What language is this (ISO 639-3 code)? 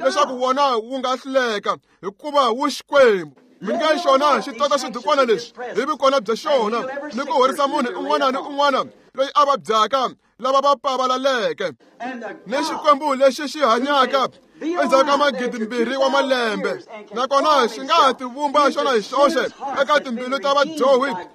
tso